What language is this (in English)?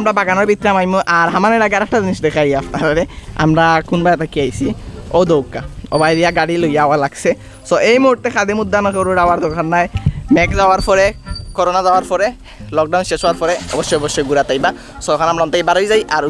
Sylheti